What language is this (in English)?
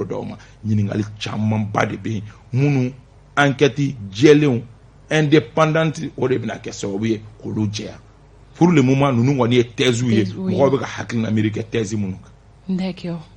Bambara